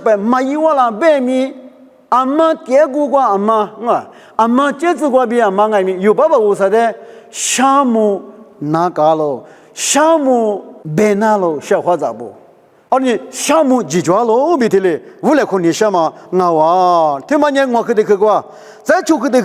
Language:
Lisu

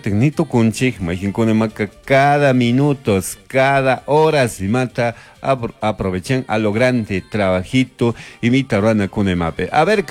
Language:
Chimborazo Highland Quichua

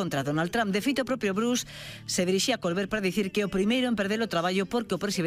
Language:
Galician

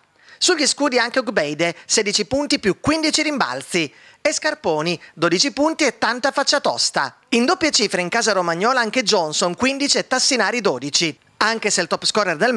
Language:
Italian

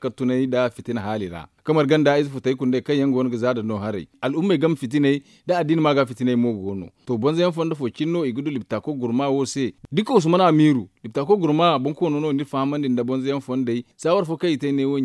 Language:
Zarma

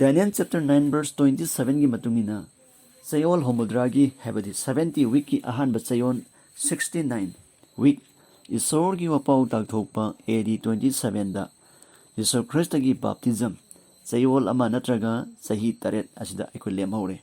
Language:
Manipuri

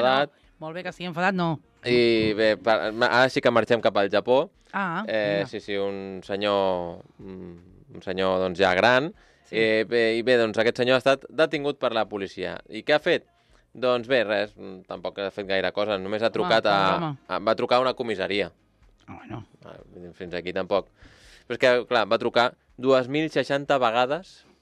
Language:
Catalan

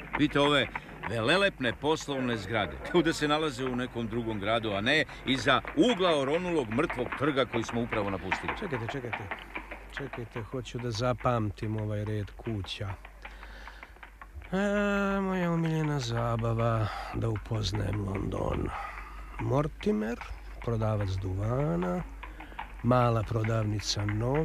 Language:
Serbian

